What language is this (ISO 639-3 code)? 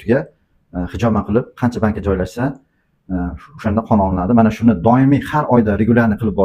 uzb